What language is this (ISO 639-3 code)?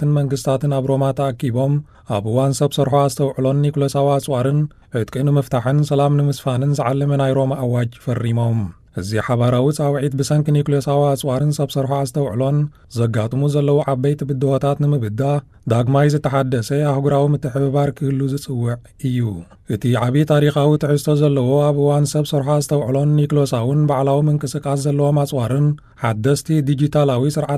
tir